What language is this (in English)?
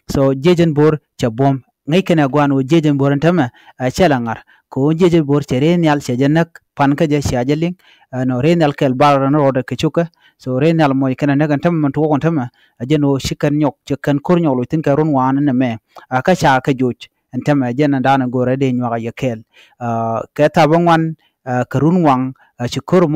Nuer